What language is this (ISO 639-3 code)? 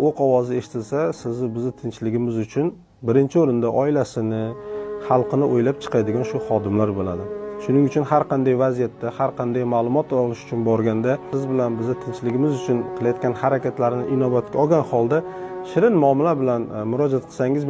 uzb